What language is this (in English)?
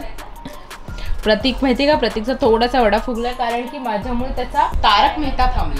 Marathi